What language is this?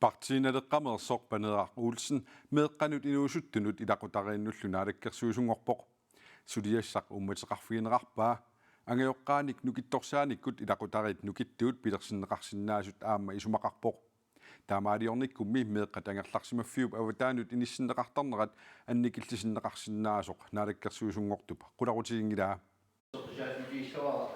Kalaallisut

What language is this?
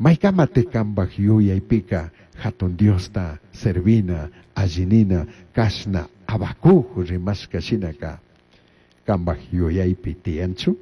Chimborazo Highland Quichua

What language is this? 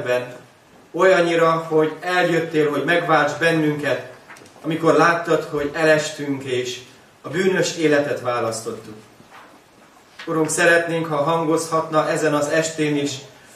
Hungarian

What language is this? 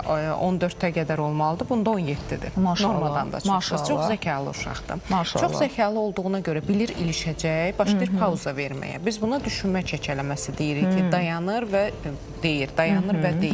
Azerbaijani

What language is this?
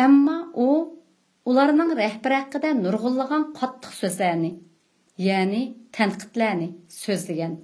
Uyghur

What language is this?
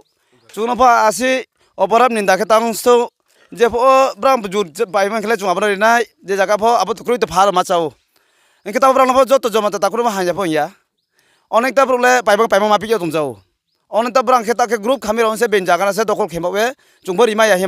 Riang (India)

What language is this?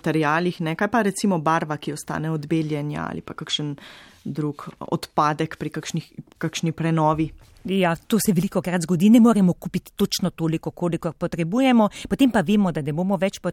Slovenian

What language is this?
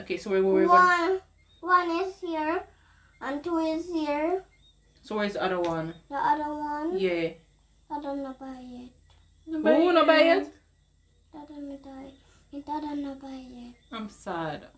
Jamaican Creole English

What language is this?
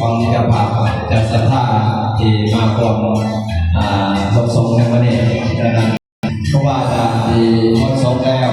Northeastern Thai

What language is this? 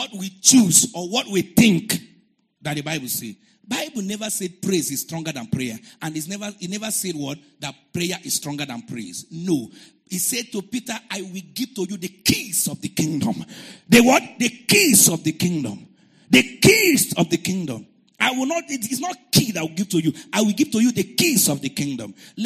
English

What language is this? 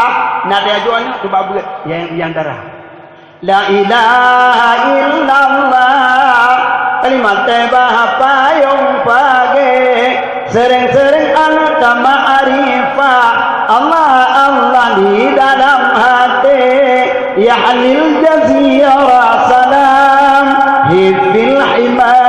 Achinese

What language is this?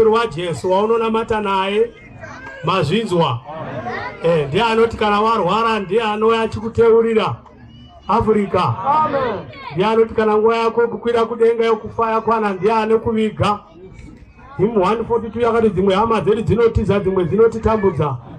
Shona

